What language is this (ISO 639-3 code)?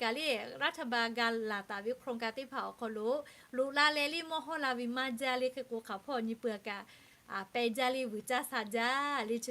lhu